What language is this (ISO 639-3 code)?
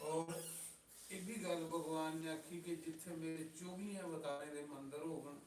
doi